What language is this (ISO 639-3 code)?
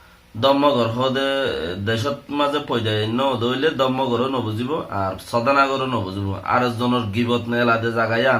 rhg